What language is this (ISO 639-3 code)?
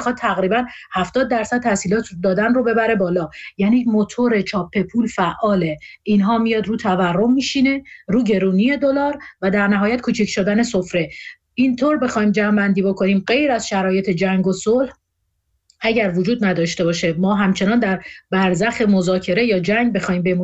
fas